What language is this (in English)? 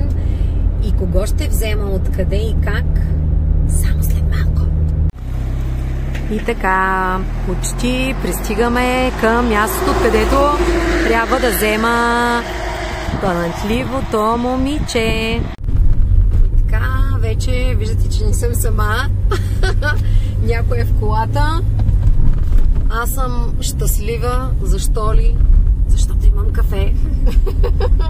Bulgarian